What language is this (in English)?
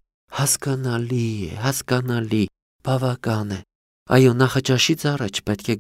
Armenian